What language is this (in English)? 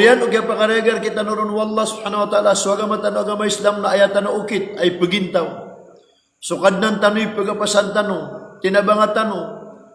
Maranao